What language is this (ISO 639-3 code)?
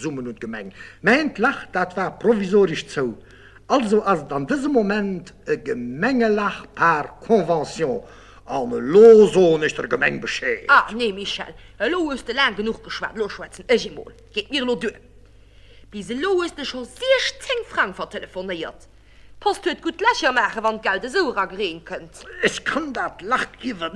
ltz